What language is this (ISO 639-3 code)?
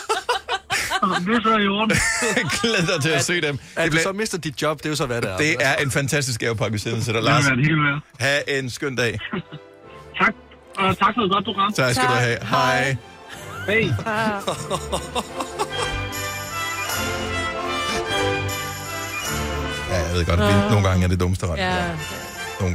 dan